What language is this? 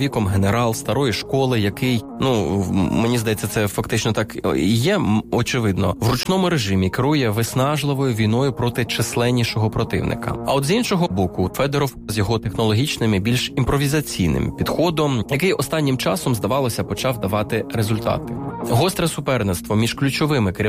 Ukrainian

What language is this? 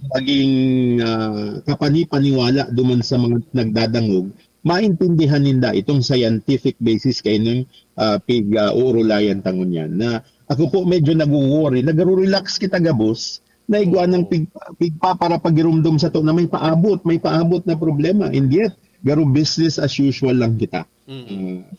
Bikol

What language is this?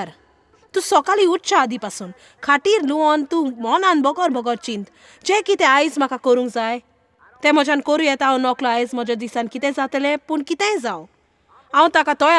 Konkani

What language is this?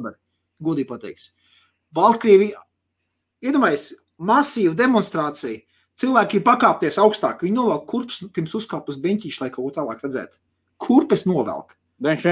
Latvian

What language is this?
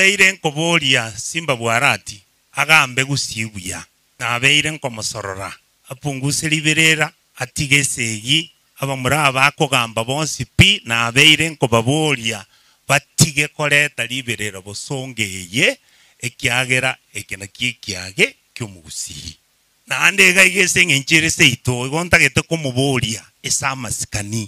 Gusii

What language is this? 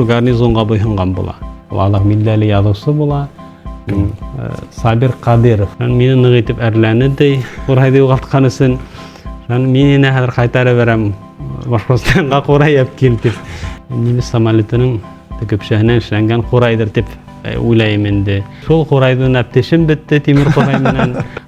Bashkir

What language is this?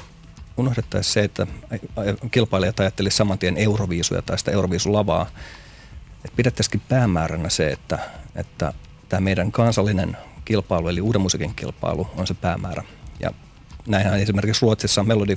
Finnish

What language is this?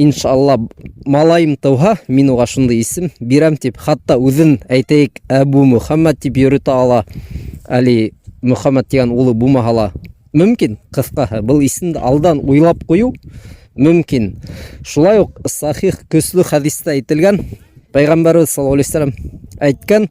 Bashkir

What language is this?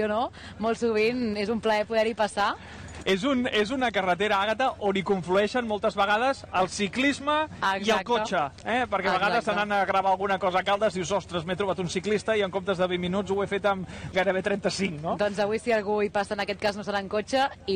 Catalan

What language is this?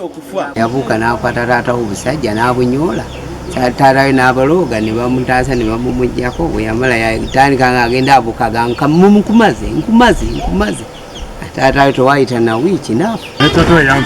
Ganda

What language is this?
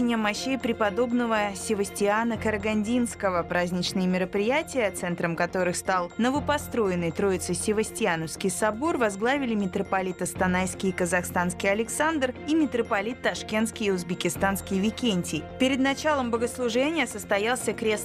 Russian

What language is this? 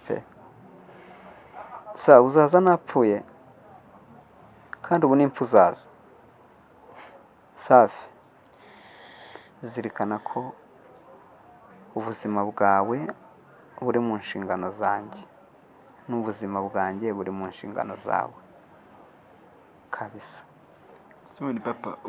Kinyarwanda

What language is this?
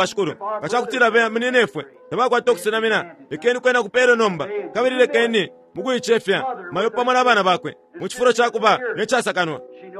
Bemba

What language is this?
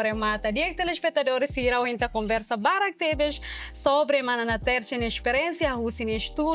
Tetum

